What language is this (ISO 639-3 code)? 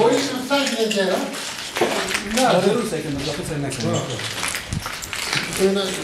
fas